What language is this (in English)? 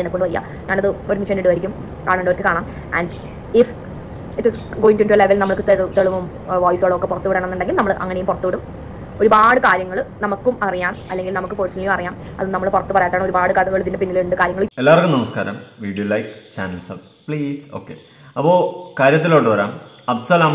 Malayalam